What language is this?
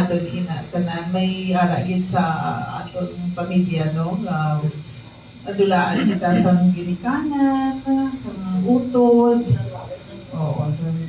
Hiligaynon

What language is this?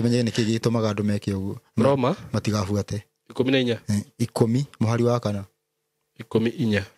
Kikuyu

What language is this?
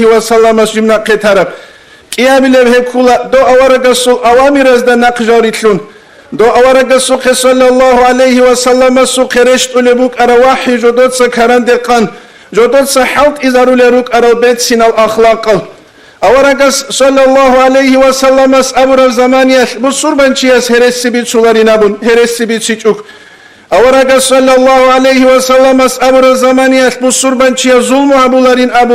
Avaric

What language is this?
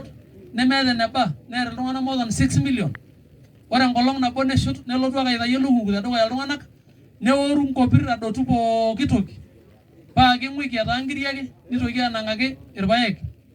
Masai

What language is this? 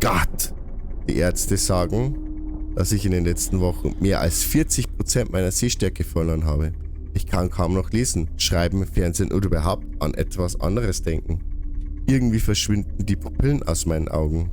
Bavarian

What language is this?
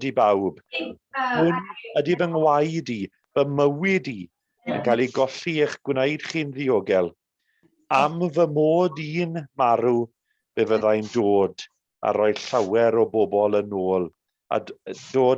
Welsh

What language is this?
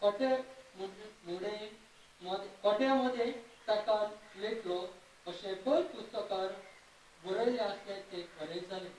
Konkani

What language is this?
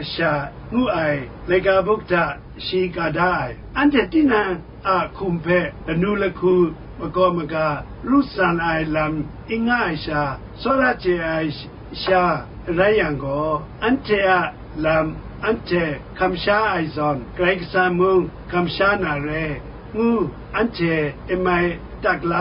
Kachin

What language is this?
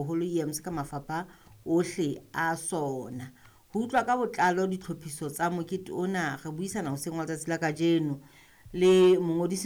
Southern Sotho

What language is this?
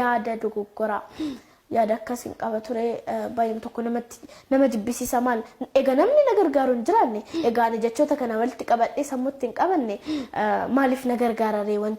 Oromo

